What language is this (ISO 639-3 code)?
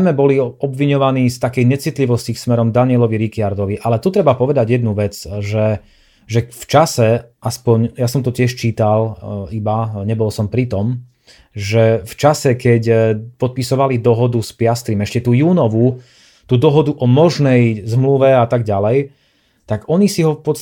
slk